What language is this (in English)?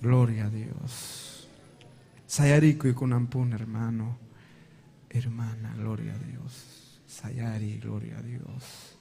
Ayacucho Quechua